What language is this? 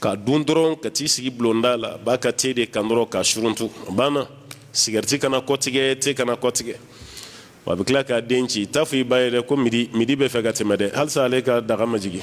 Bambara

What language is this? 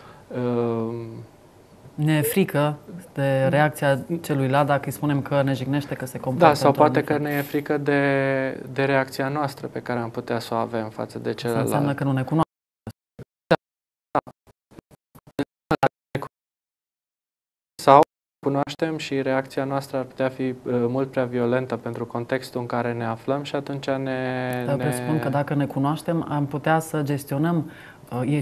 Romanian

